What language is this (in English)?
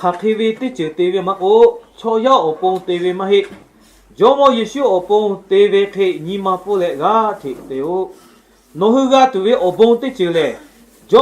Lahu